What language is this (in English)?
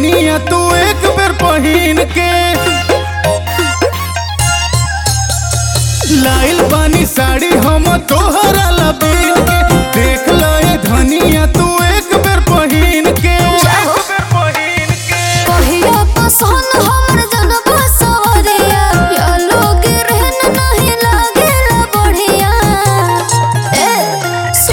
Bhojpuri